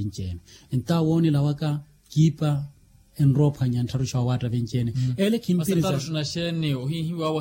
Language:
Makhuwa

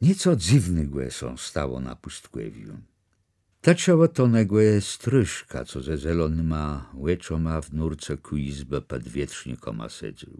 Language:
Kashubian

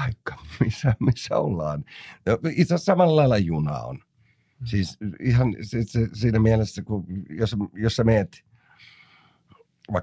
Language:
Finnish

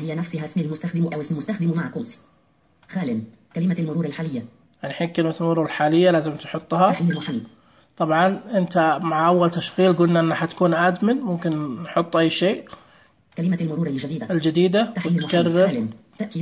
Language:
Najdi Arabic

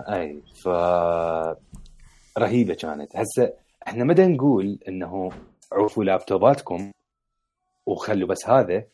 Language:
Mesopotamian Arabic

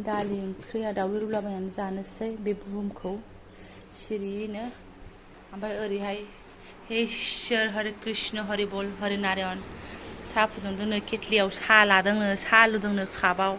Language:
Bodo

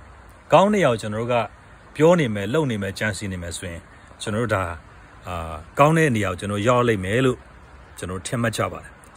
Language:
Burmese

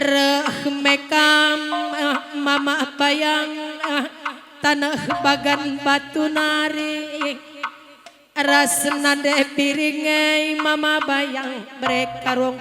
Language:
Batak Karo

